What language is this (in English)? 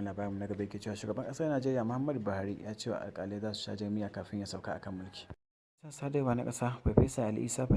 Hausa